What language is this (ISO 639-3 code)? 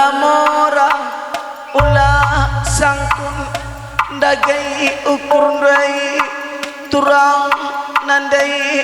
btx